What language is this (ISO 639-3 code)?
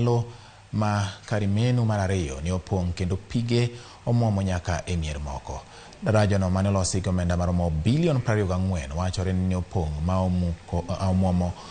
luo